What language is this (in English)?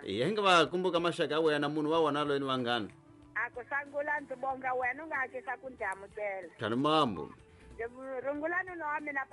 Tsonga